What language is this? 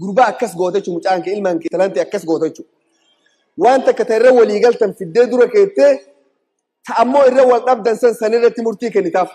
Oromo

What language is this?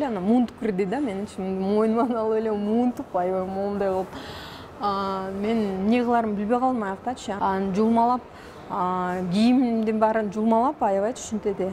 Kyrgyz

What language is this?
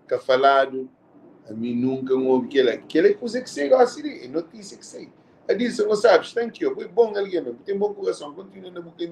Kabuverdianu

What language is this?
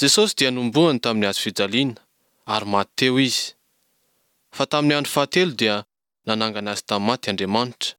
Malagasy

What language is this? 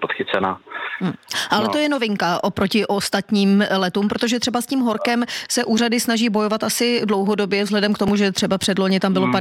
Czech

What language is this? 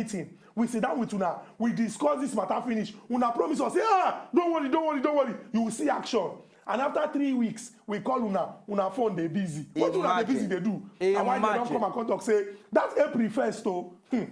Nigerian Pidgin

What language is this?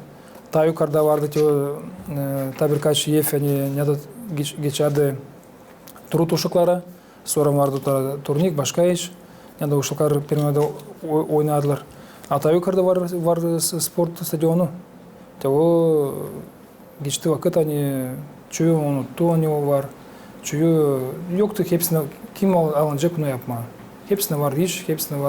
Gagauz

